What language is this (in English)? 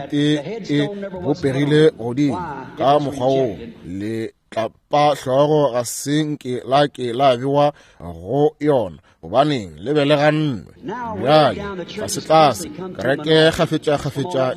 Northern Sotho